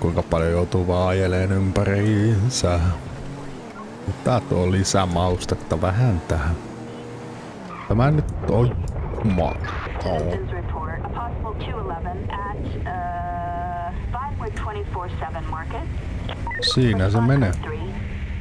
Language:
Finnish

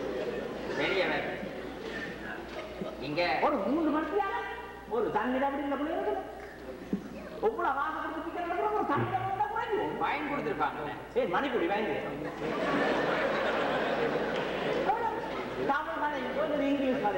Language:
Tamil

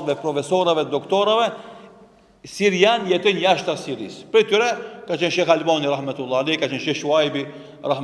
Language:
Albanian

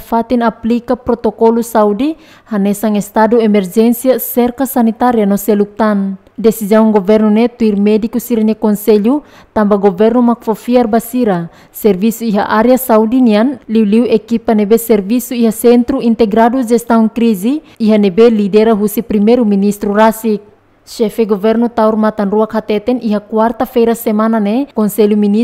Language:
Tetum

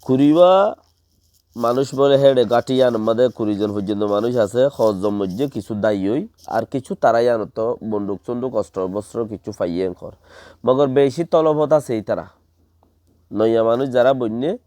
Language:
Rohingya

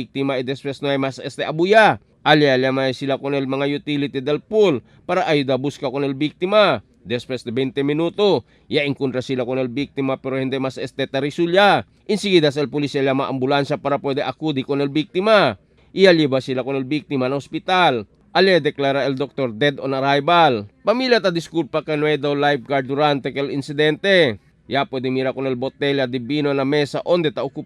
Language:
Chavacano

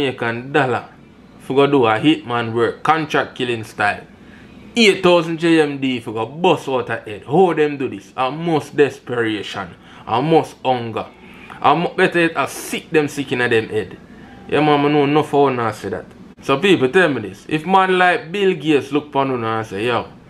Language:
Jamaican Creole English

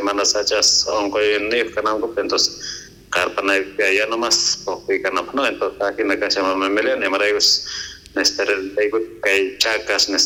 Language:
South Bolivian Quechua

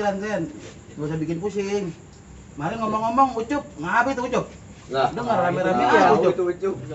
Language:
Betawi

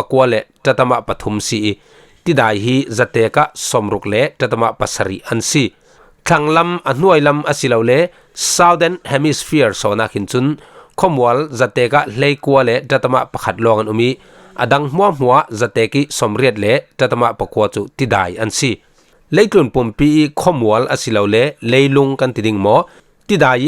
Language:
Falam Chin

